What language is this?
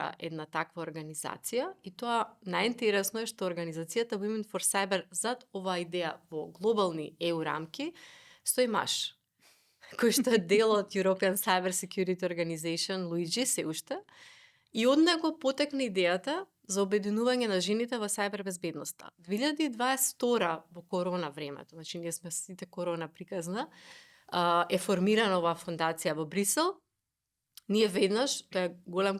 Macedonian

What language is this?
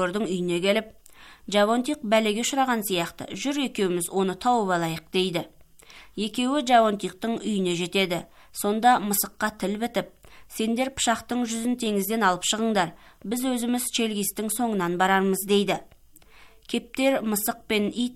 Kazakh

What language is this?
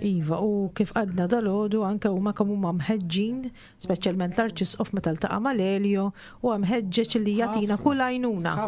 Maltese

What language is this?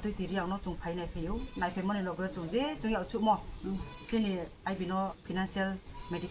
Kok Borok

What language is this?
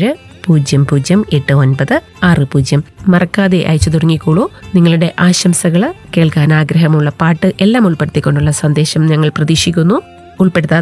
Malayalam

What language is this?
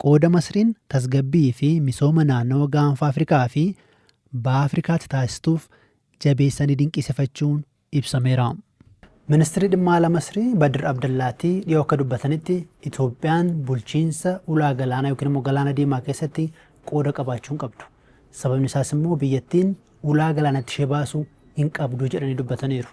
Oromo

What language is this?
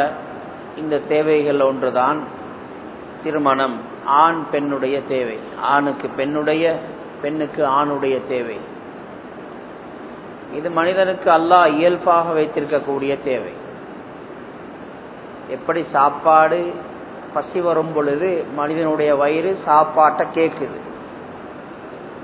Tamil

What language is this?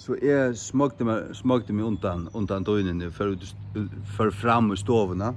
Faroese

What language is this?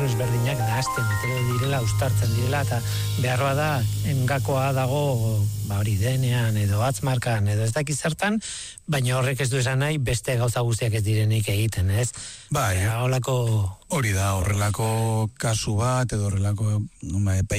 Basque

